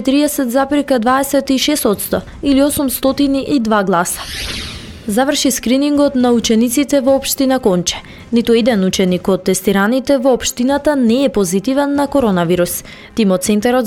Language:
Macedonian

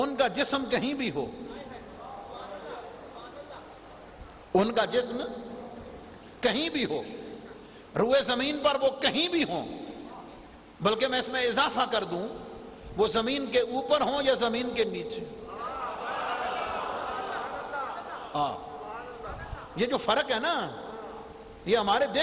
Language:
Urdu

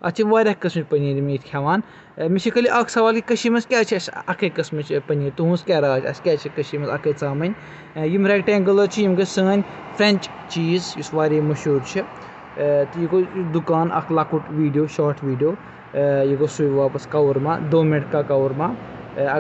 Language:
Kashmiri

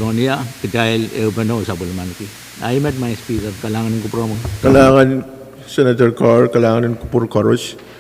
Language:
Pohnpeian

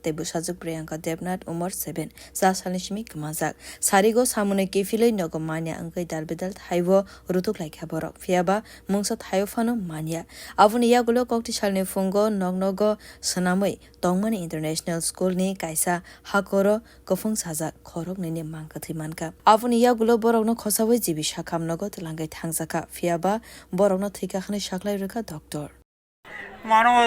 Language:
Kok Borok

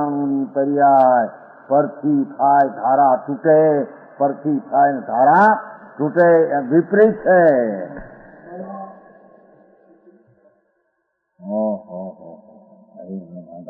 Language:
Gujarati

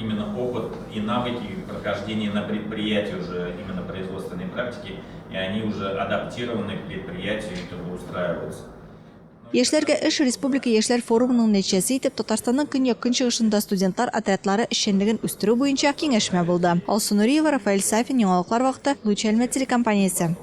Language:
Tatar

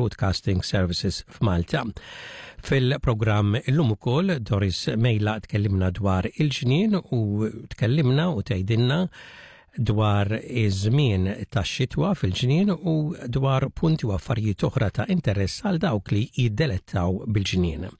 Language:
Maltese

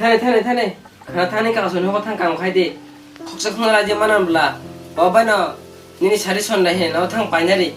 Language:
Kok Borok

